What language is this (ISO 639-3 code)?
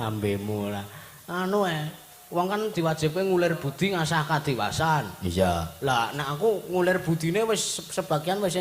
jav